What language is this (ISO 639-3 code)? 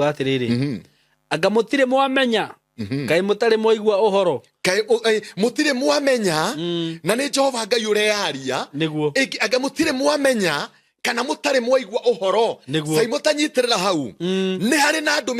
kik